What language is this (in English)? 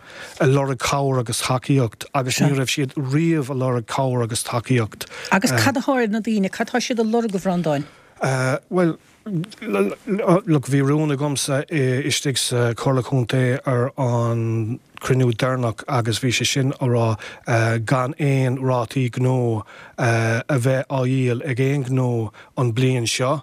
Irish